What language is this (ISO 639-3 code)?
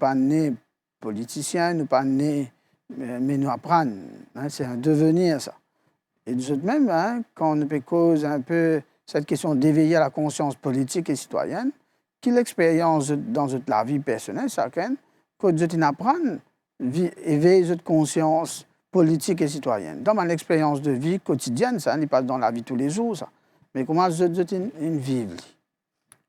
mfe